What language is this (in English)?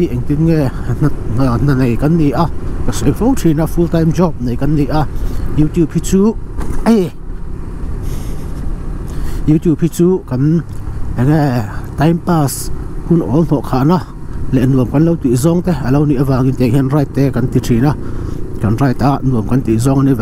Vietnamese